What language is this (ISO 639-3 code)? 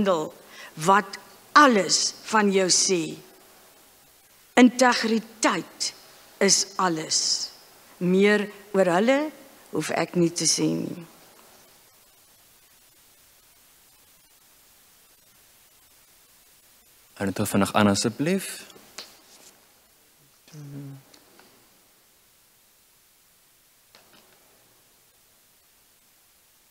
afr